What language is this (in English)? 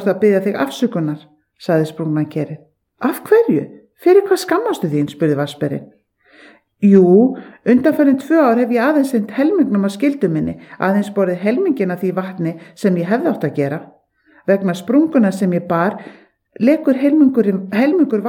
Icelandic